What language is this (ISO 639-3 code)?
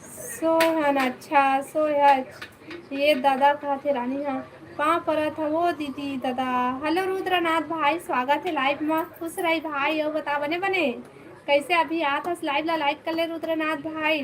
hne